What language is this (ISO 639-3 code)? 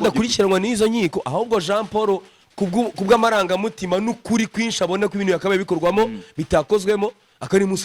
kin